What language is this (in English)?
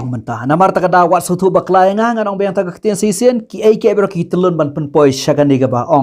Khasi